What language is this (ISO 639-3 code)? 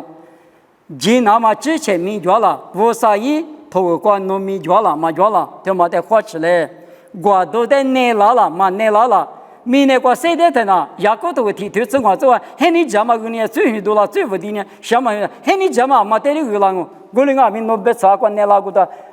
lis